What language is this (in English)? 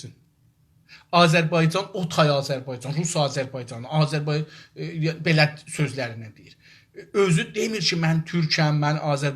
South Azerbaijani